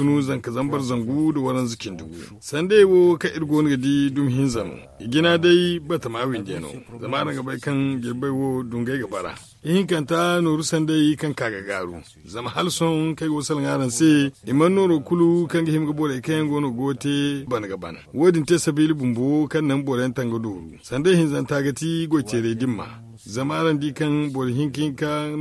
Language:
Zarma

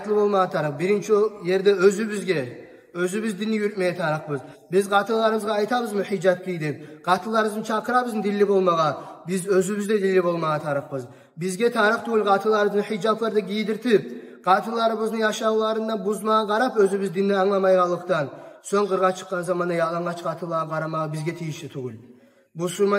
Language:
Kumyk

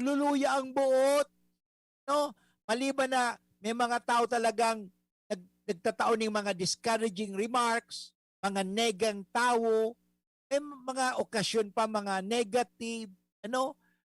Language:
Bikol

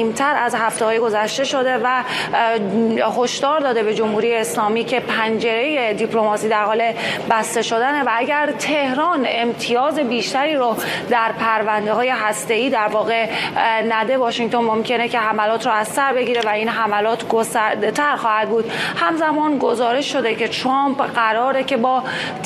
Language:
Persian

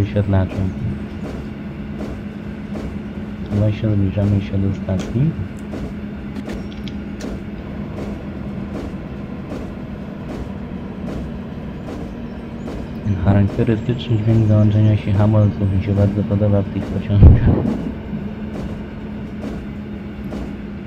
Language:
Polish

